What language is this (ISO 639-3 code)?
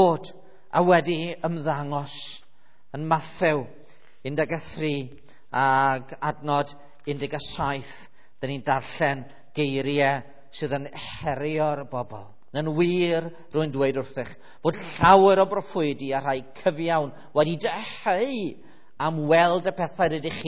cym